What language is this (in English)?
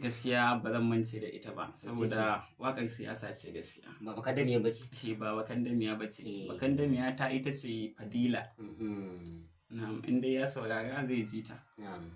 Hausa